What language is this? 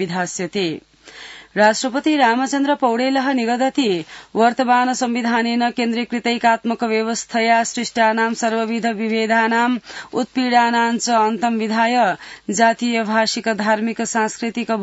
Sanskrit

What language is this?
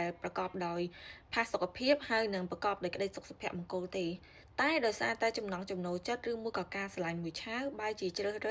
Khmer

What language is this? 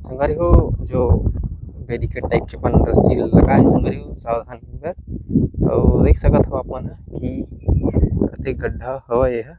Chhattisgarhi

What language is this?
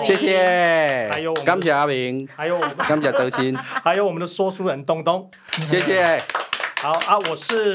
Chinese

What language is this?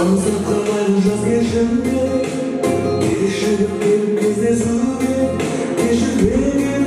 Kara-Kalpak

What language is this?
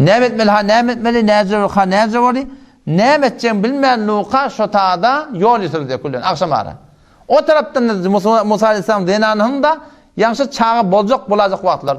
Turkmen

